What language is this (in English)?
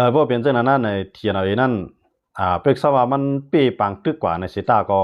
Shan